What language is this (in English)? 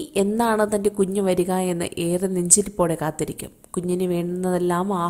Malayalam